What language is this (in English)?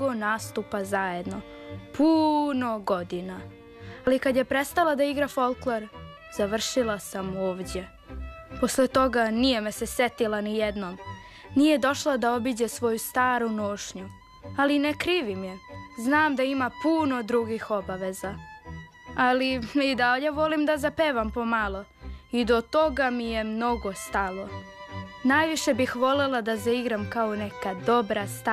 Serbian